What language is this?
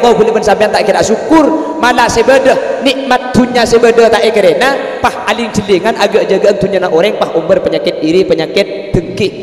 Madurese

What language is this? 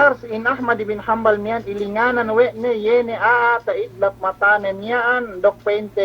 Yakan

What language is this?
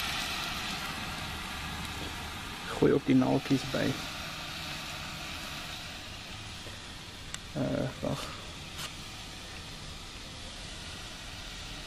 Afrikaans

